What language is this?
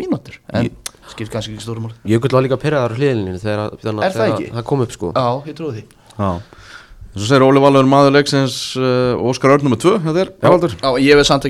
Icelandic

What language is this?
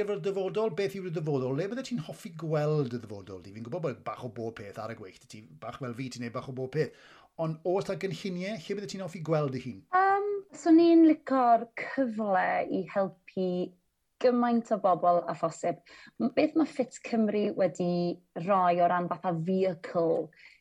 Welsh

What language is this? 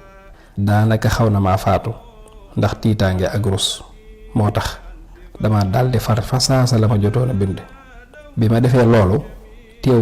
Wolof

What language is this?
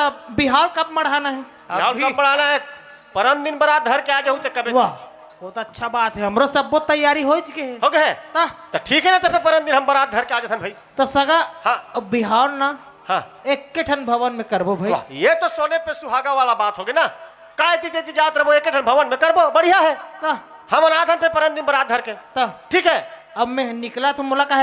Chhattisgarhi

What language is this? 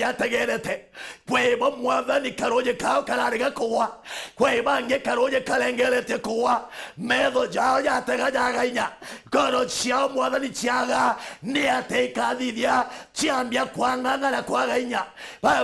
Meru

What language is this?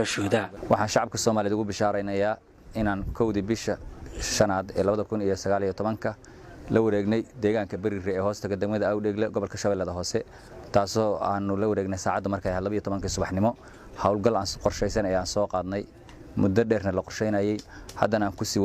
Somali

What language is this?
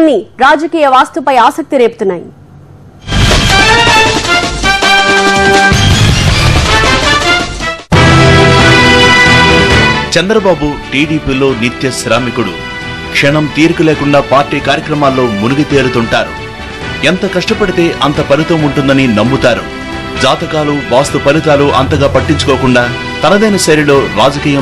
Telugu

